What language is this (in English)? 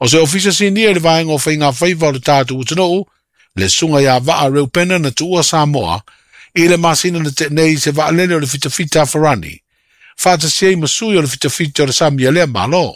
Samoan